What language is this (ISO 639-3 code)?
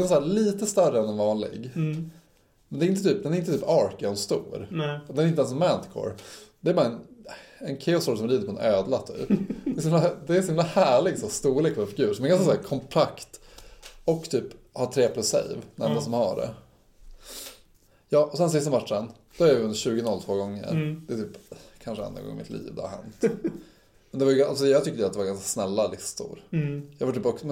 swe